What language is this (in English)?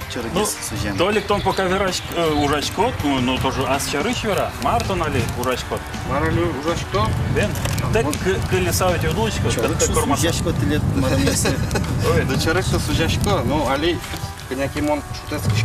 Udmurt